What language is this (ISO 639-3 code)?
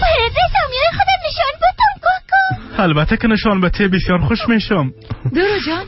fas